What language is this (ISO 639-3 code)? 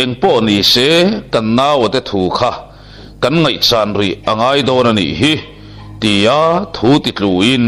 lus